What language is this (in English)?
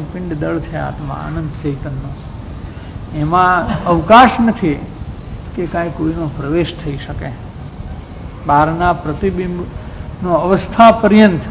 Gujarati